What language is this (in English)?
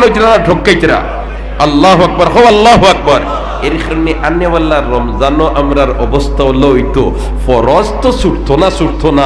Sylheti